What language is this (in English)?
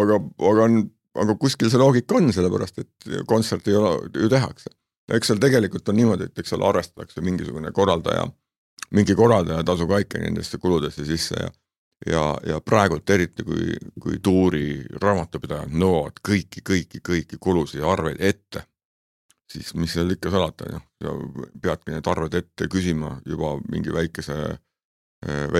Estonian